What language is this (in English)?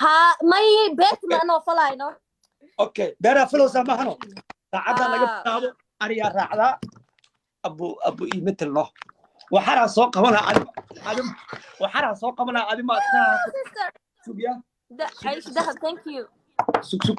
Somali